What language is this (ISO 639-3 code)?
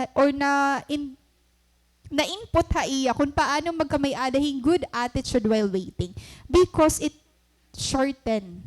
war